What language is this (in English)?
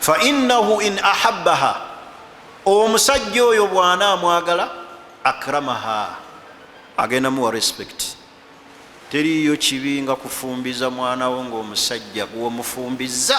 Ganda